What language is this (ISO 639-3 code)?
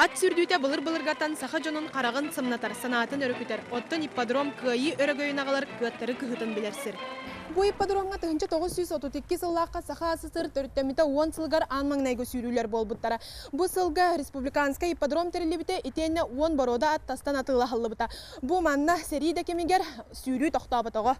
sah